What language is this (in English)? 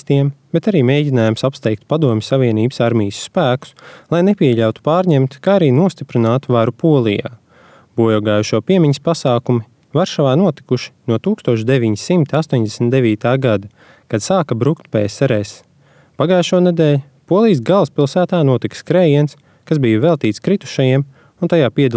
Latvian